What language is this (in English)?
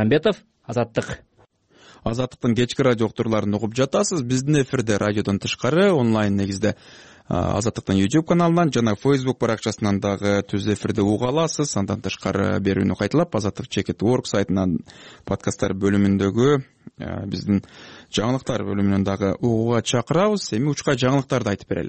Kyrgyz